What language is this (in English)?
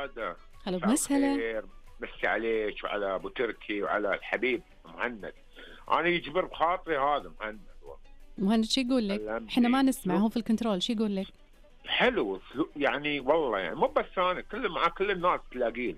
Najdi Arabic